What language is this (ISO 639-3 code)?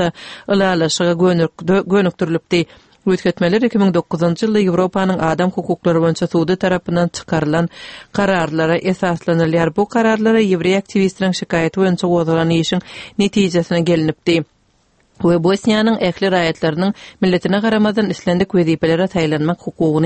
kir